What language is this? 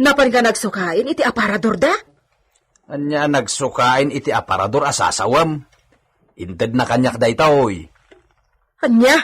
Iloko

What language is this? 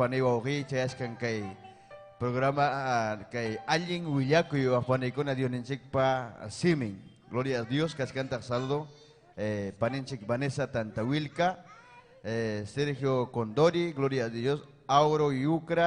Ayacucho Quechua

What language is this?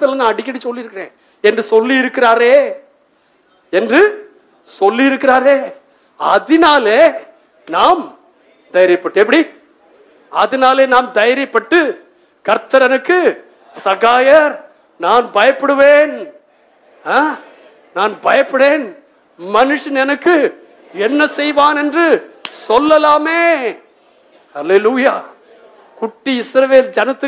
Tamil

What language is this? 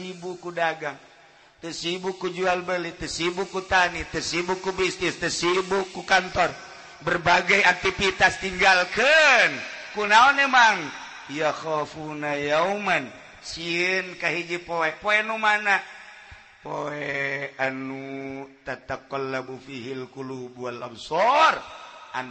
Sundanese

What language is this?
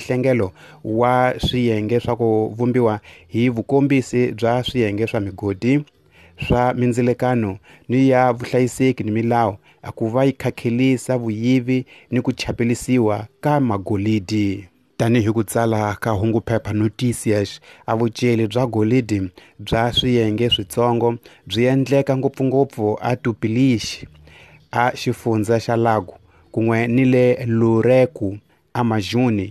Tsonga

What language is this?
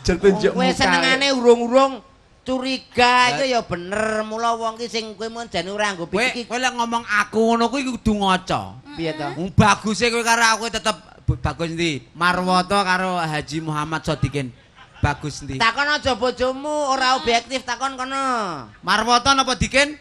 Javanese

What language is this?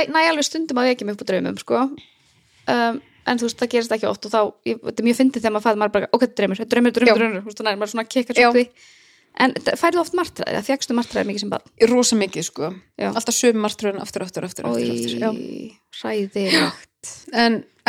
Icelandic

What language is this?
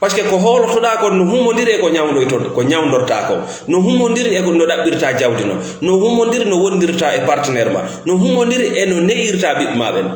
Fula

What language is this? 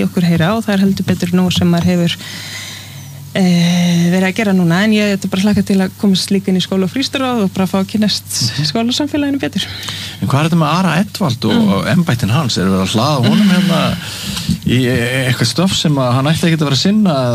Icelandic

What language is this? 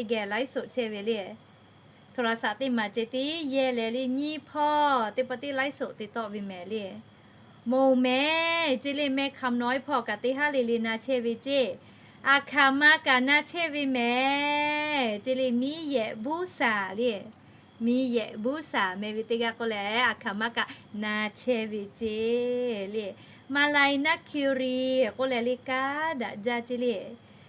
Lahu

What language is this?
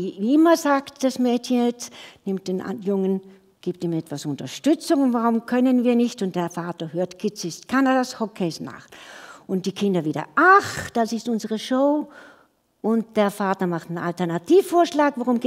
German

